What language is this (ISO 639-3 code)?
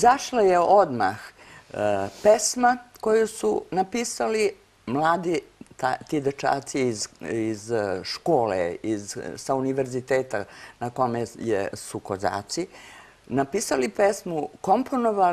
srp